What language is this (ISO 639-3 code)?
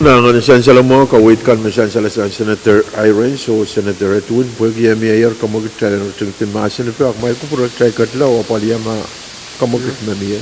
pon